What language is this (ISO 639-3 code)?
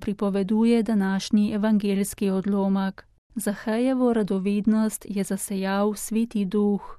slv